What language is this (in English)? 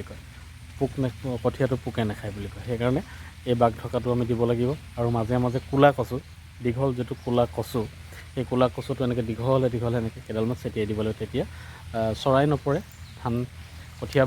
Assamese